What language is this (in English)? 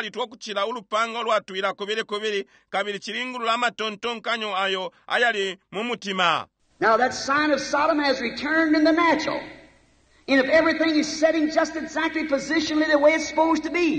Bemba